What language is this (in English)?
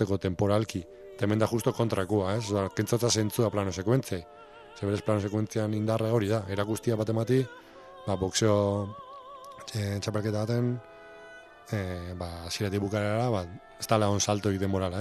Basque